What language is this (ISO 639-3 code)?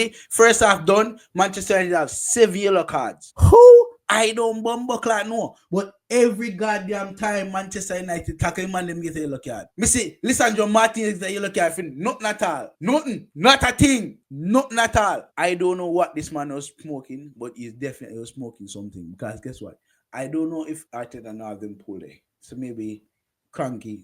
jam